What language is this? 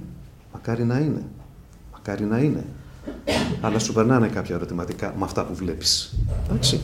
Greek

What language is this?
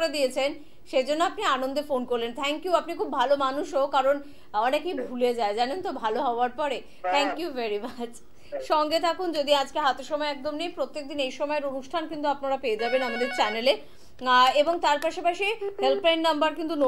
Bangla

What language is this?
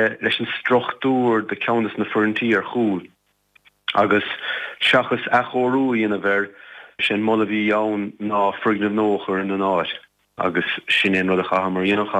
Irish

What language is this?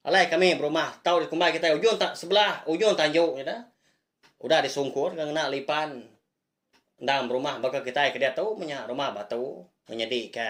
Iban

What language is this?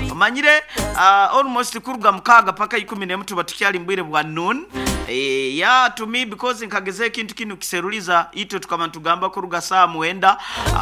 Nyankole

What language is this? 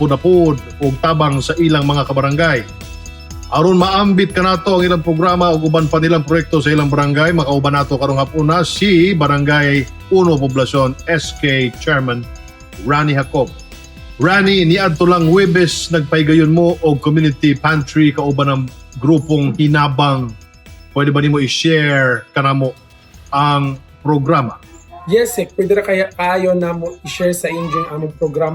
Cebuano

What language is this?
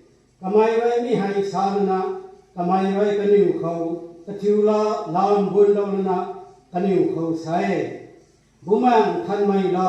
Rongmei Naga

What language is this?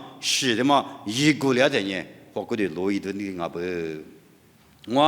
Lisu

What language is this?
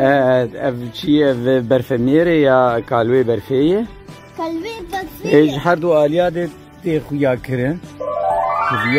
Kurdish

